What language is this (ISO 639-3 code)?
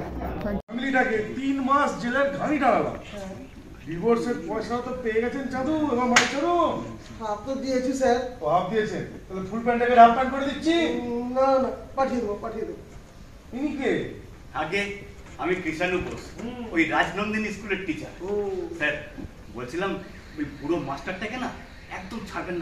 ben